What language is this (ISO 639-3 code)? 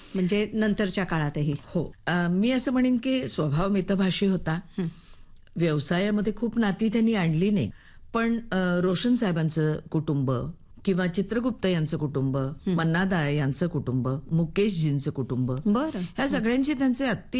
mar